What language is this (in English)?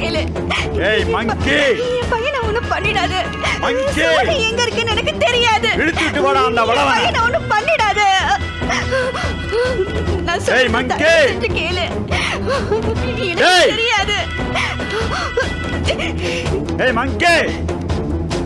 Tamil